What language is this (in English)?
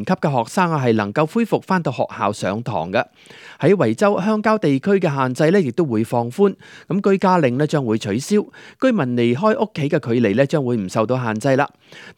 Cantonese